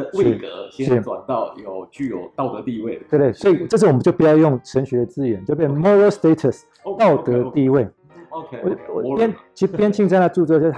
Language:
Chinese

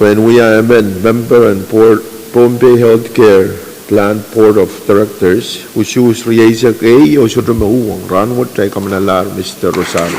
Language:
Pohnpeian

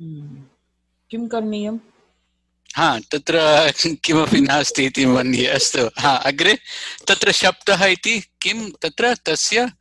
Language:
Sanskrit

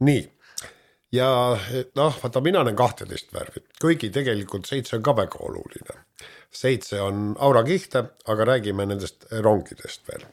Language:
Estonian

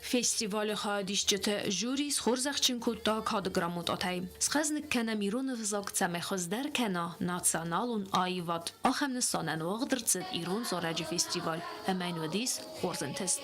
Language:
Ossetic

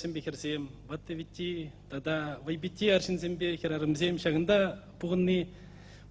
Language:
Chuvash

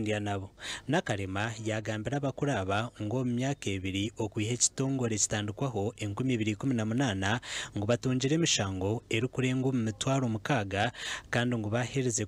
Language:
Nyankole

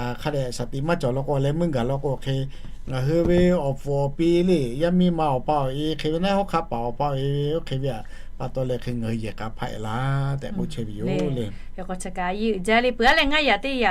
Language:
Lahu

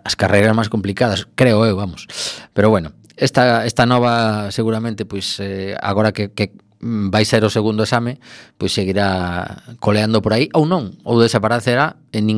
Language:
Galician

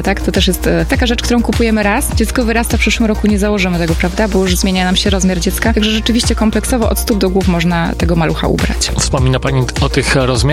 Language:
Polish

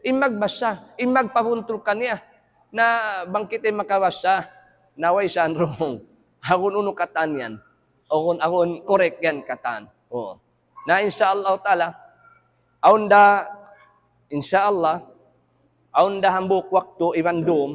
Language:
Tausug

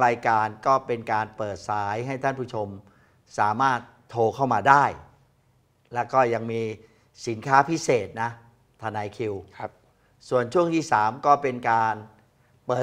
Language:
Thai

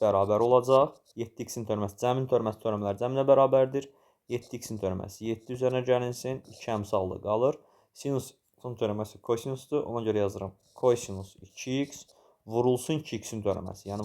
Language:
Azerbaijani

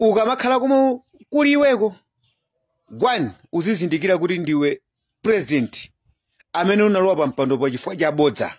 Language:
Nyanja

